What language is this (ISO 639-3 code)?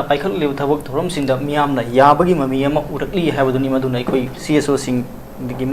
mni